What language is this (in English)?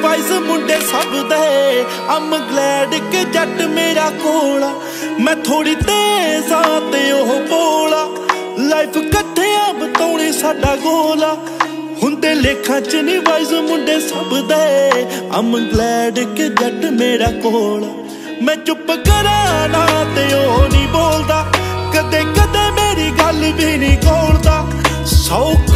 Punjabi